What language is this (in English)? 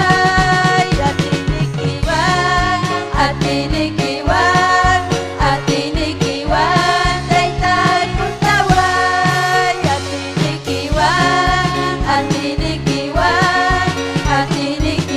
Ayacucho Quechua